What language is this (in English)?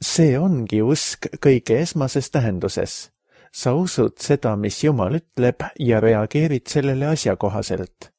Estonian